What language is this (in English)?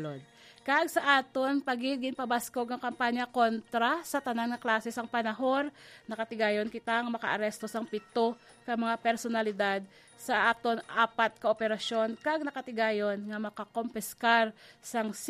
Hiligaynon